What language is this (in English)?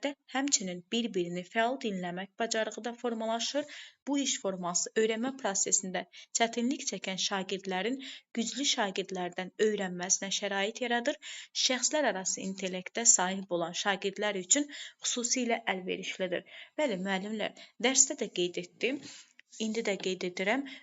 Azerbaijani